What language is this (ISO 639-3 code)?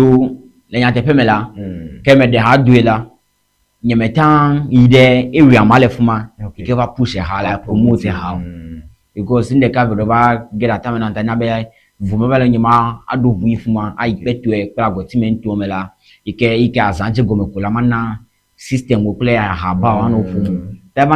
ewe